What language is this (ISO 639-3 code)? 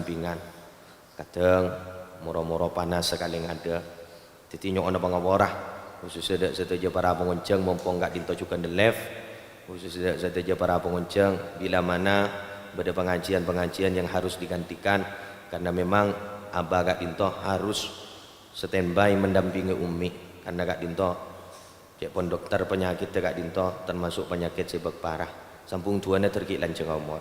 mad